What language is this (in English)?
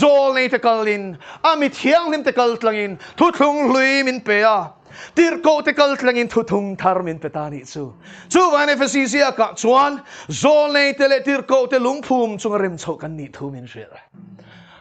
Mizo